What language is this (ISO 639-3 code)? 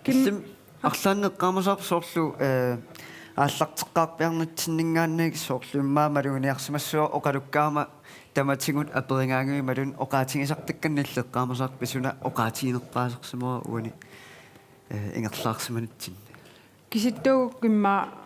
kal